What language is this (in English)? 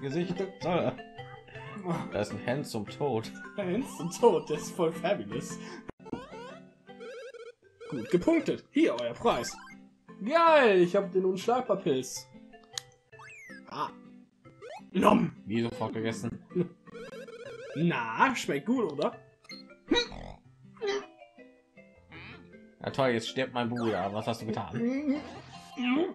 German